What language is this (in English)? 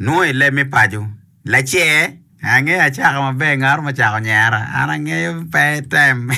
Acoli